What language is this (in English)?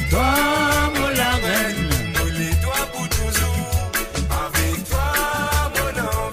Morisyen